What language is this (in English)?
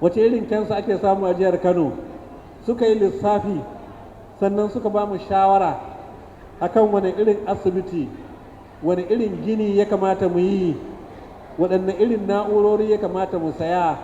Hausa